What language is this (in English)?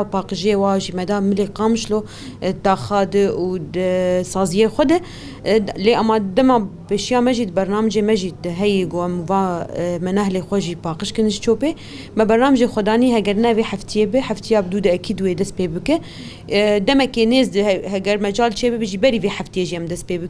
Kurdish